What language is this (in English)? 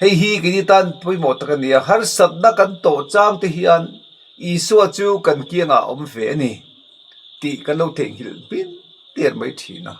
Mizo